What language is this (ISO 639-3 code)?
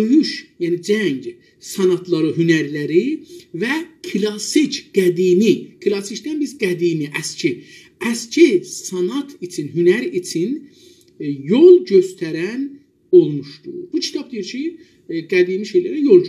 azb